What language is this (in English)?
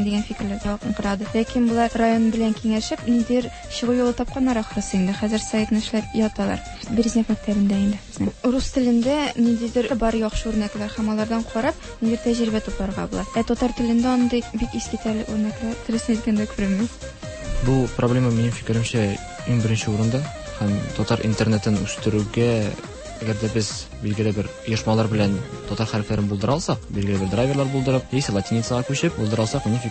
Tatar